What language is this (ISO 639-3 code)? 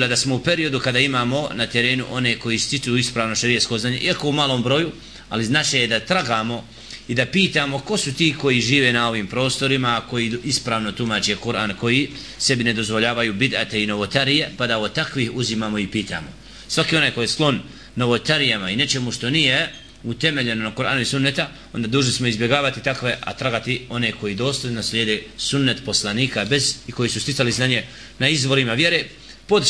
bos